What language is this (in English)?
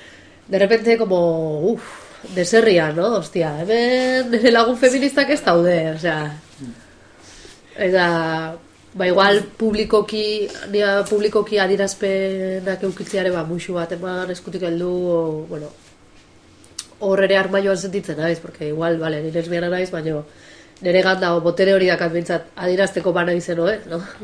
Basque